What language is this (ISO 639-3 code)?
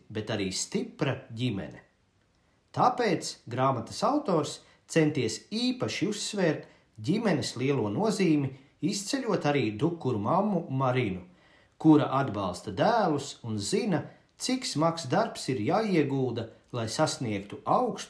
lav